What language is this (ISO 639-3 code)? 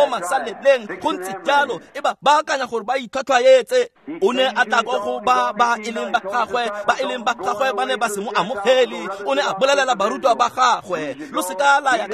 tsn